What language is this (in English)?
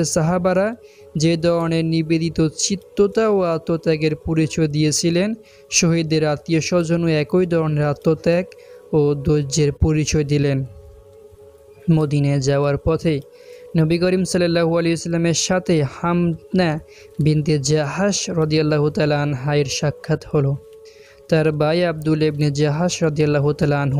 Bangla